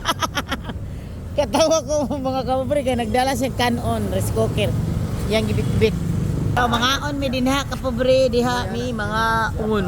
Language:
Cebuano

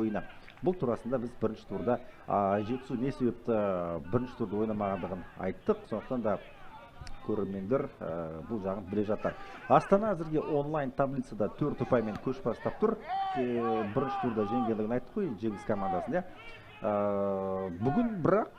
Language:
Kazakh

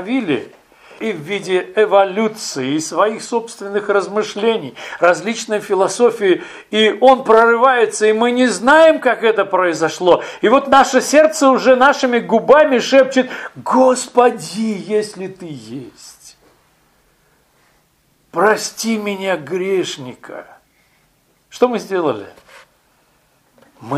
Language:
Russian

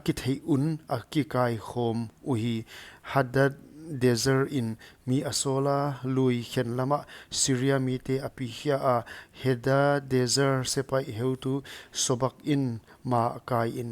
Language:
Paite Chin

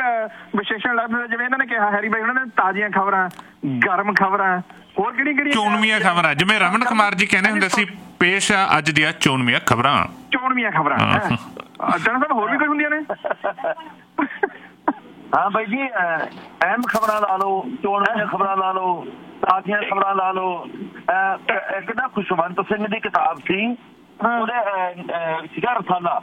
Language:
Punjabi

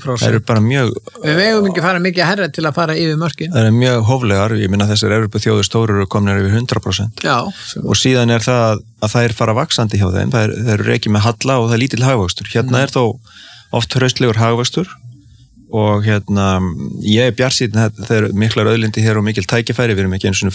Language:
Icelandic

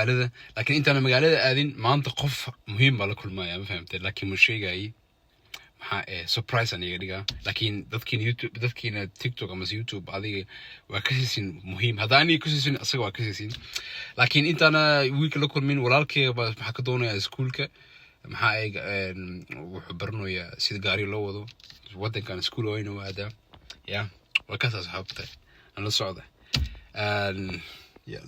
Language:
Somali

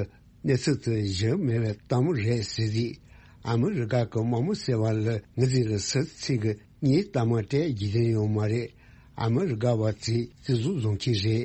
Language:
Tibetan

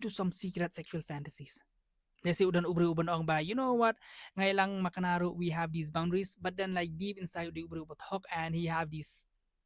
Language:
Khasi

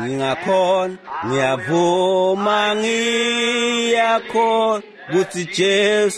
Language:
Swati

